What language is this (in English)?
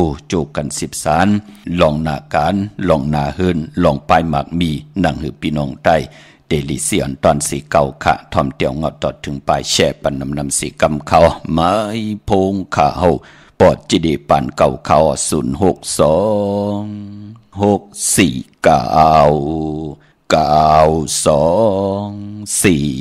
Shan